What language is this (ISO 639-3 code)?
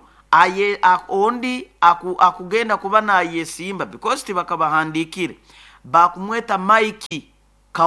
nyo